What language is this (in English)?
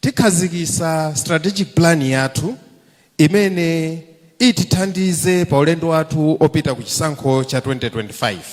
Nyanja